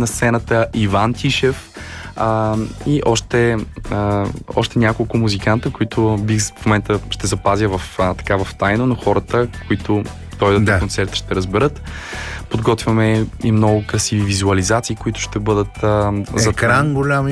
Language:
Bulgarian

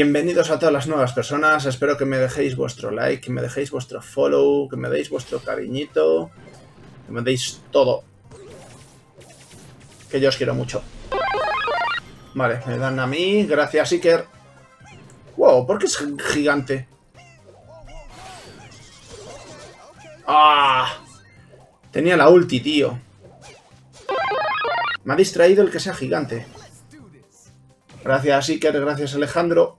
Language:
Spanish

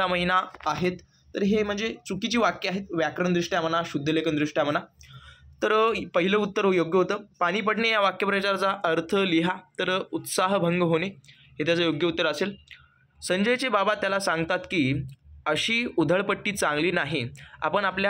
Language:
Marathi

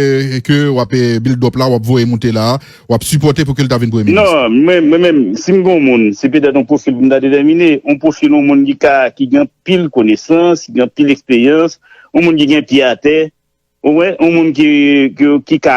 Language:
Haitian Creole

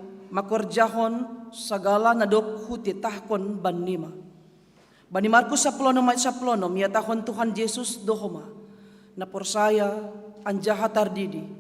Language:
Batak Simalungun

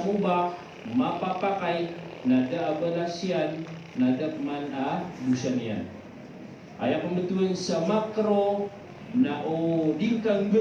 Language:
Maranao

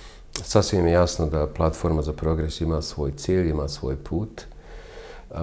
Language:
Bosnian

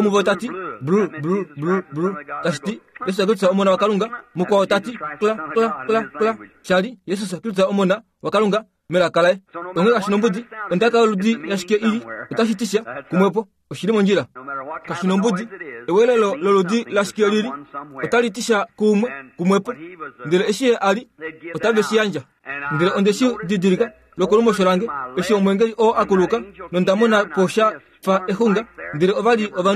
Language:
Kuanyama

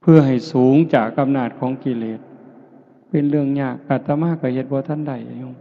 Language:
Northeastern Thai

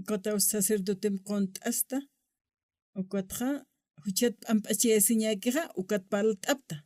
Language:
Aymara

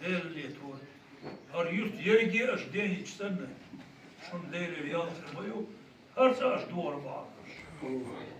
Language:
Chechen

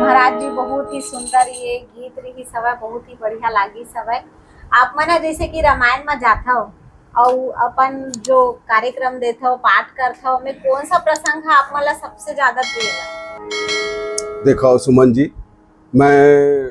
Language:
Chhattisgarhi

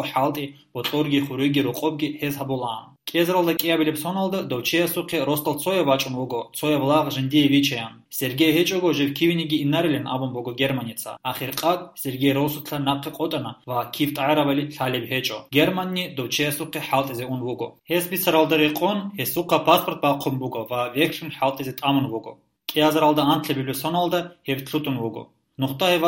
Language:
Avaric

